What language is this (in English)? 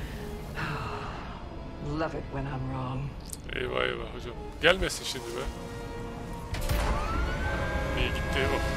Turkish